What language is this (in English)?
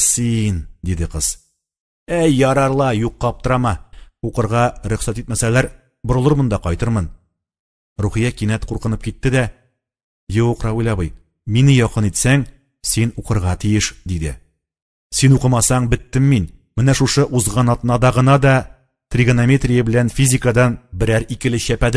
Tatar